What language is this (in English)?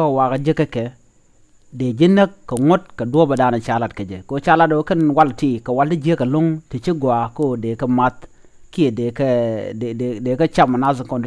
Nuer